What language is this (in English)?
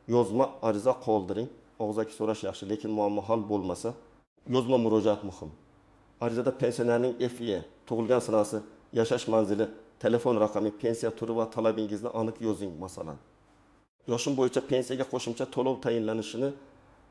Uzbek